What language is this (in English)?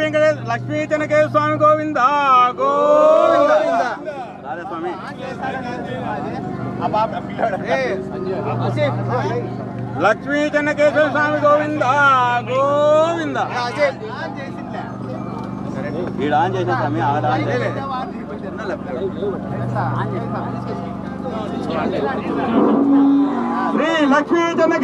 Telugu